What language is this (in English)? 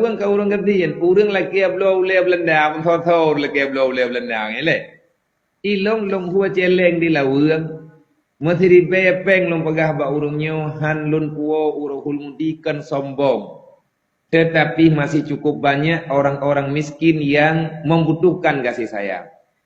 Achinese